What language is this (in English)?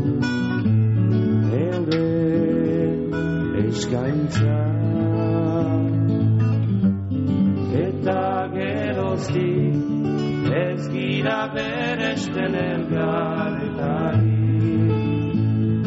Basque